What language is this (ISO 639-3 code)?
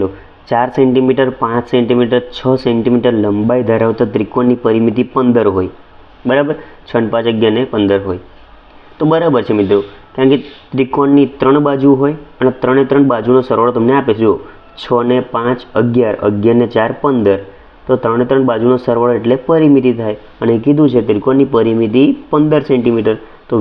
guj